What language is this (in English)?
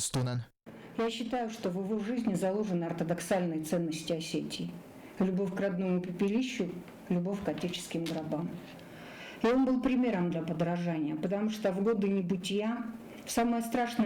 Ossetic